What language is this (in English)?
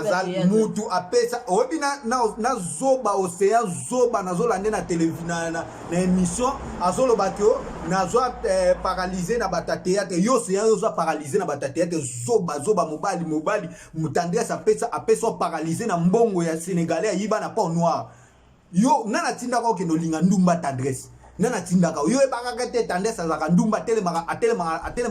Lingala